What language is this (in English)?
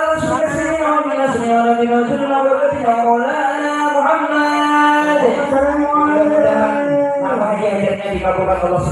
Banjar